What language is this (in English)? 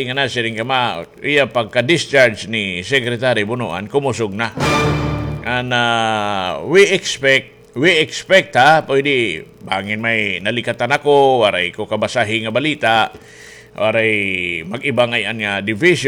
Waray